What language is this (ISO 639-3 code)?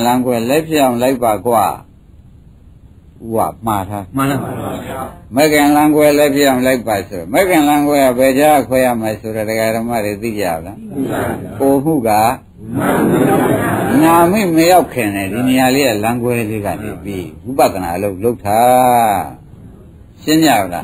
mya